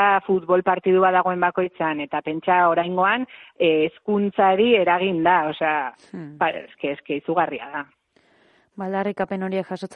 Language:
Basque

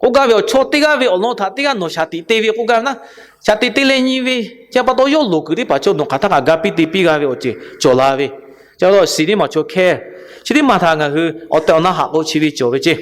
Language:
Lahu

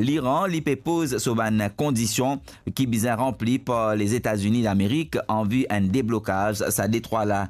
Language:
Morisyen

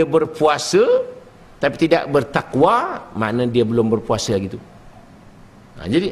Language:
Malay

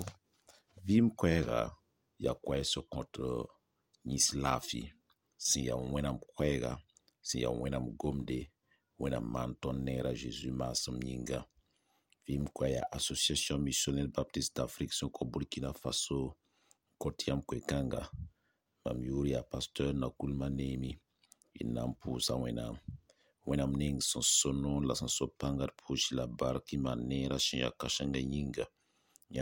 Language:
Mossi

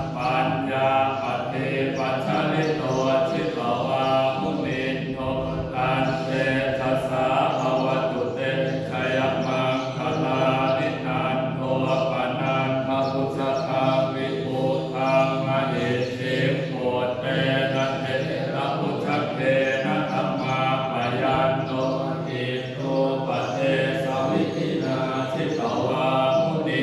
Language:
Pali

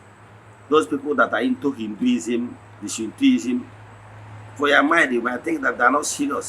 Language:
Igbo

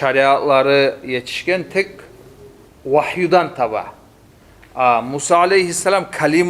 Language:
Kumyk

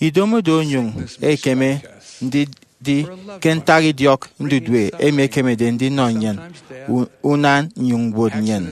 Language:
Efik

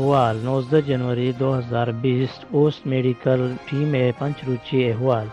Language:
Baluchi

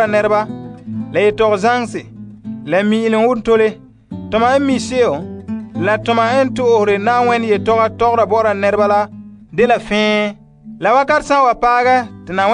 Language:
Frafra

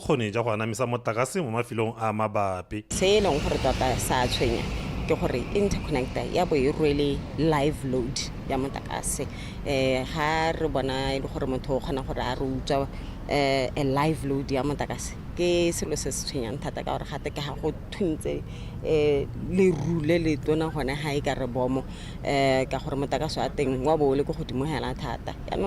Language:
Tswana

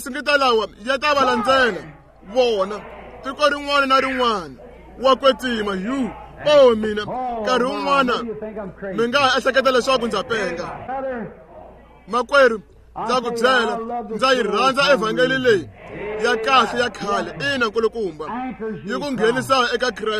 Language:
Tsonga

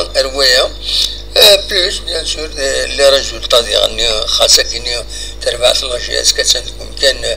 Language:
Kabyle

